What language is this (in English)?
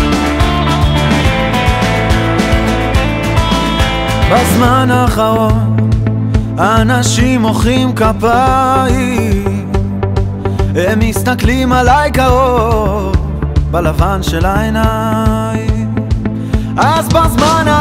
Hebrew